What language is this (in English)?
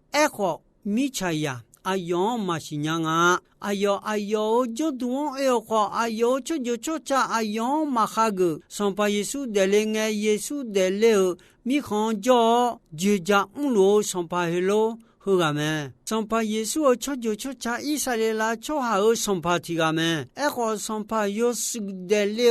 Akha